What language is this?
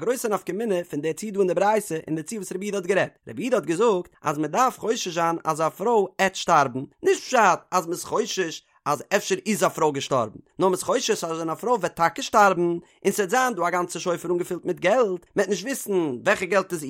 Yiddish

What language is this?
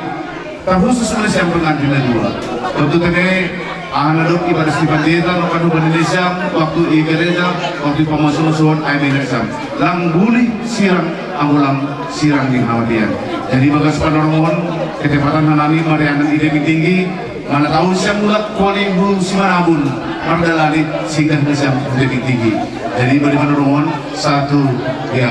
Batak Simalungun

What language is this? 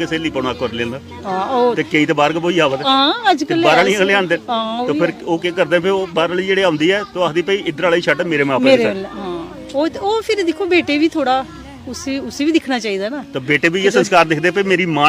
Dogri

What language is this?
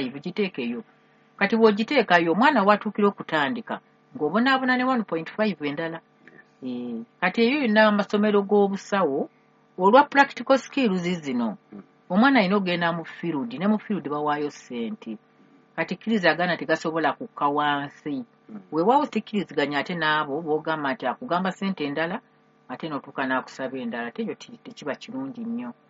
Ganda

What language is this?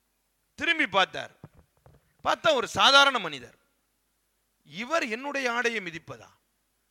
Tamil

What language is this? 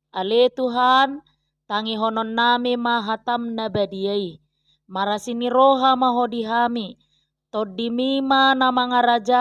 Batak Toba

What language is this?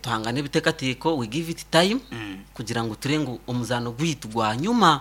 Nyankole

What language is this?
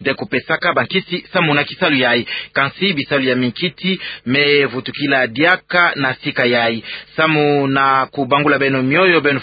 Kituba (Democratic Republic of Congo)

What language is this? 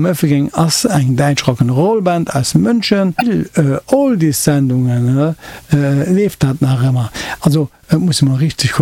Luxembourgish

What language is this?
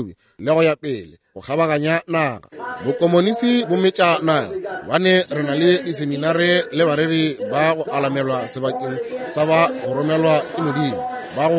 Northern Sotho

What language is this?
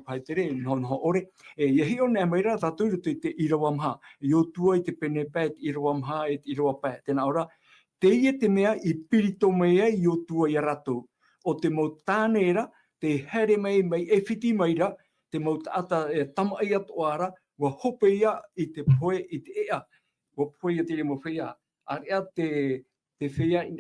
Tahitian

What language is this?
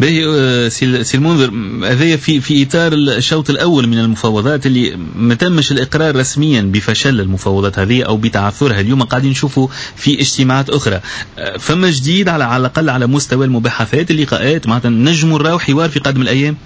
Tunisian Arabic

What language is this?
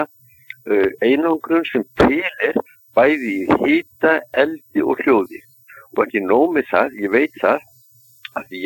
Icelandic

